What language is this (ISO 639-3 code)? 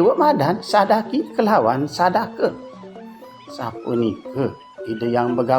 ban